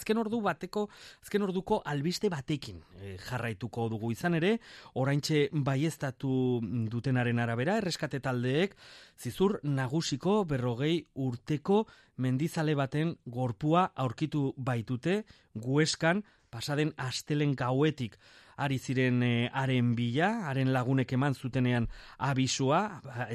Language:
Basque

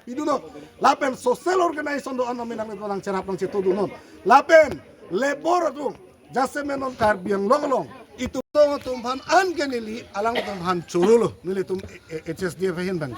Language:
Karbi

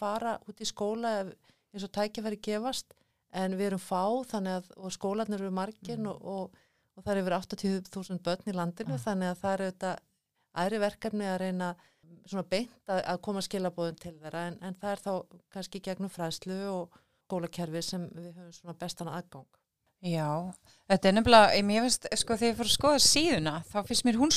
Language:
Icelandic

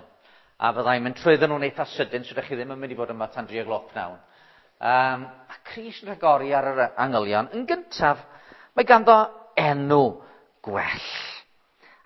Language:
Welsh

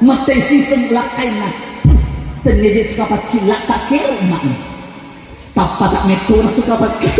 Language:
Buginese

